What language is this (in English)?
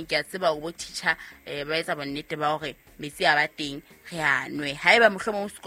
Southern Sotho